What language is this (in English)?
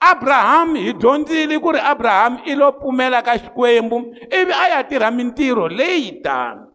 Tsonga